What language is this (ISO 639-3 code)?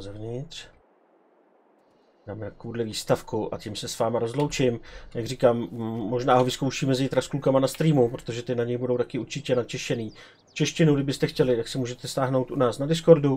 ces